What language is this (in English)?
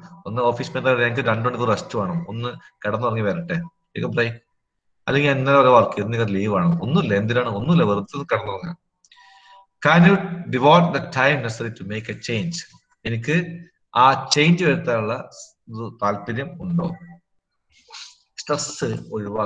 Malayalam